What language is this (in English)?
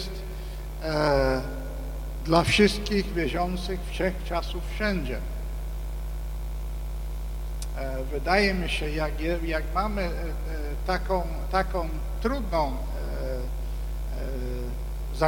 Polish